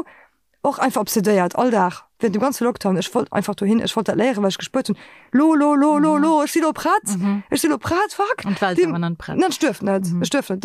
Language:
Luxembourgish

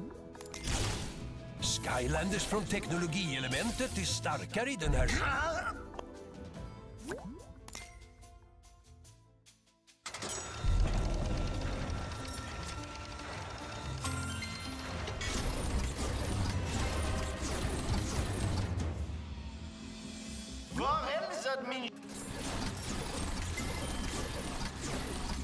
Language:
Swedish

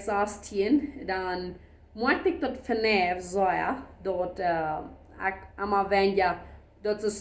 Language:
Plautdietsch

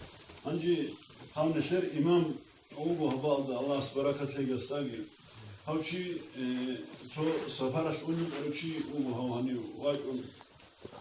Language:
Avaric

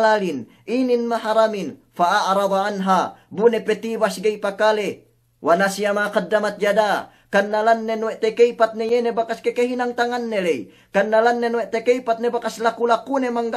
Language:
Yakan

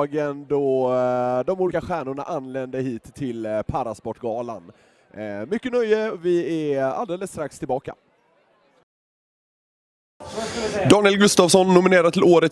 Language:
Swedish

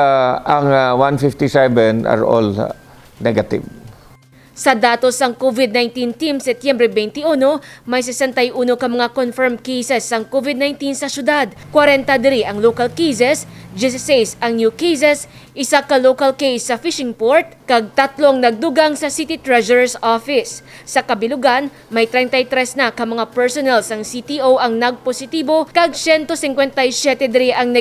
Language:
Hiligaynon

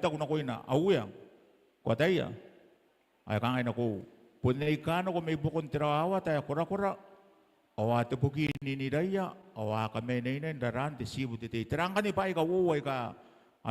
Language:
Gilbertese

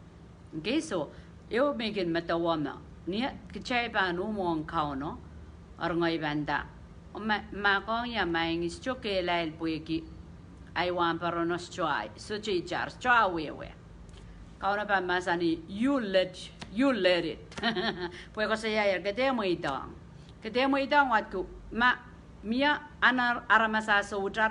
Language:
Pohnpeian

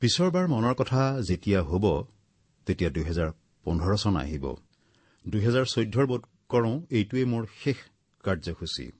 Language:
Assamese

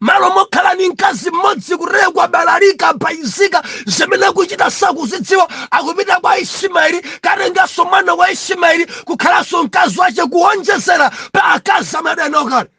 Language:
Nyanja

